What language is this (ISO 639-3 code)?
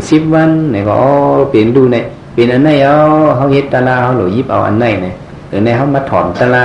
shn